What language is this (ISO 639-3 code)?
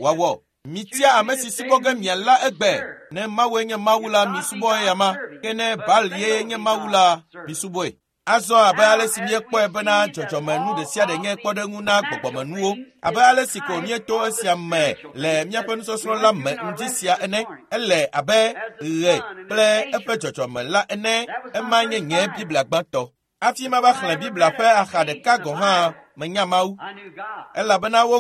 ewe